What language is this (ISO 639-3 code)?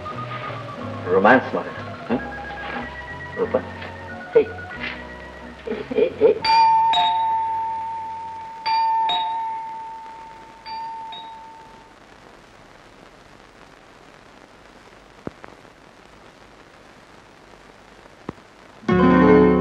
kan